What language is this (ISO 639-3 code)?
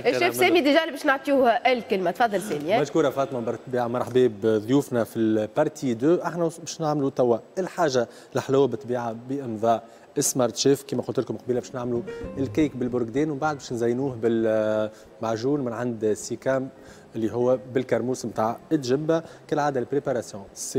aeb